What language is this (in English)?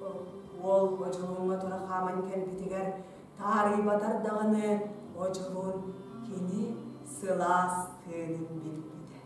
Yakut